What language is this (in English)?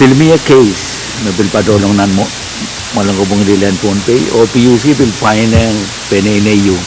Pohnpeian